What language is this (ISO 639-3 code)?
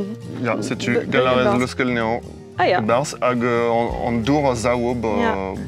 bre